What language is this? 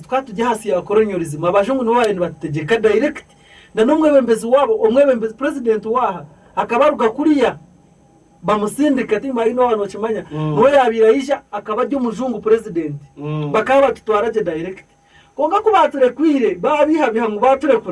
Nyankole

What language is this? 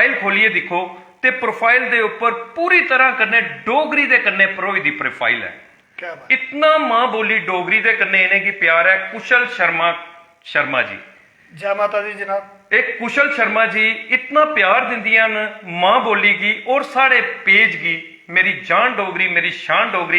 Dogri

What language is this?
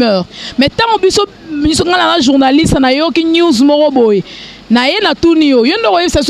Lingala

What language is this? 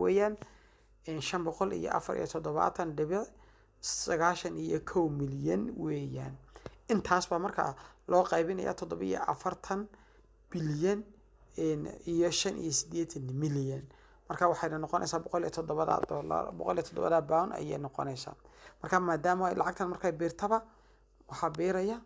Somali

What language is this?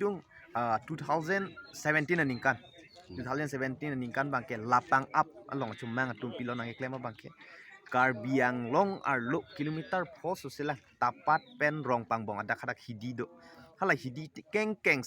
Karbi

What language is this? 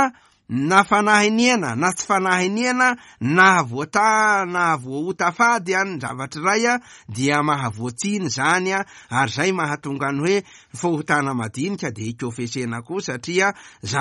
Malagasy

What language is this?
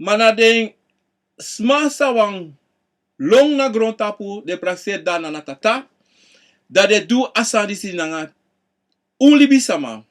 Sranan Tongo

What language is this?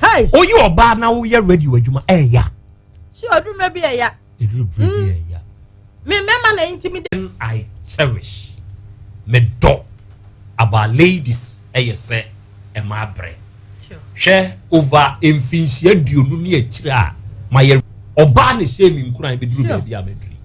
Akan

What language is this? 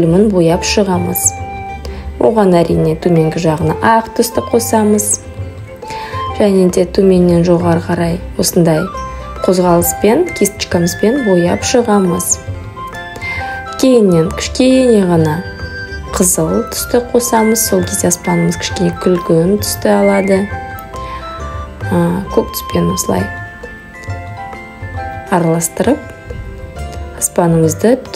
Kazakh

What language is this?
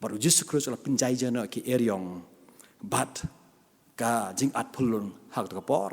Khasi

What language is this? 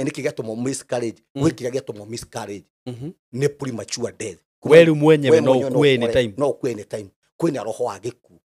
Kikuyu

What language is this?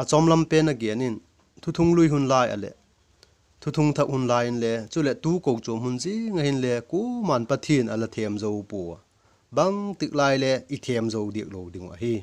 Vaiphei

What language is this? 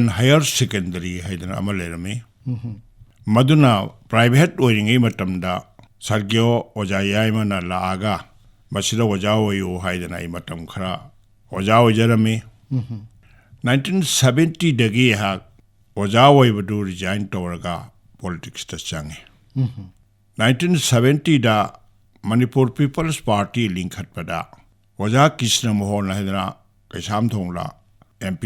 Manipuri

